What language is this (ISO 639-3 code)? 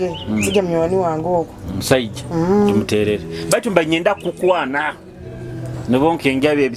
nyo